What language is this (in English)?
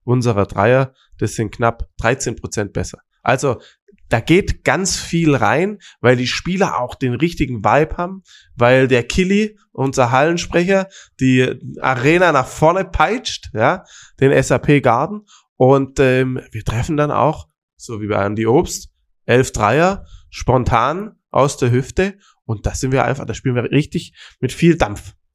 German